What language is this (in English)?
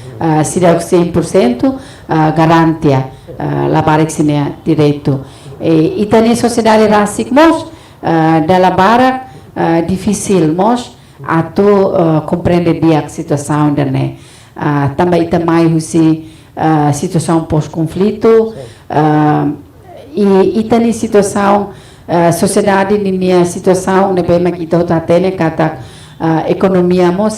Tetum